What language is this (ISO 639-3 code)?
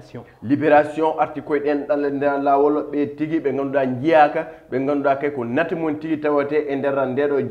ful